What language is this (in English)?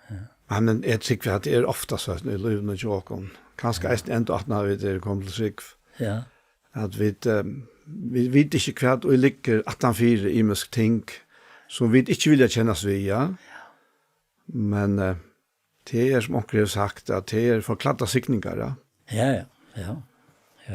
Faroese